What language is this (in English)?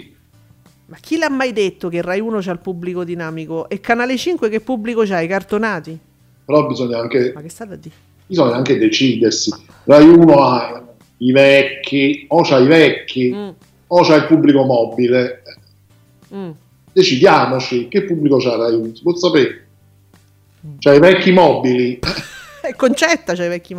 Italian